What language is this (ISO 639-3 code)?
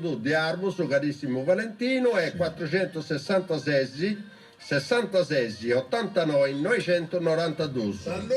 srd